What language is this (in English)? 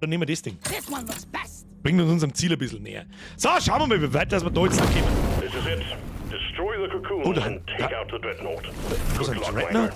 Bavarian